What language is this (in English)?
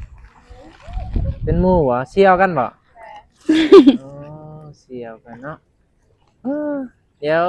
Northeastern Thai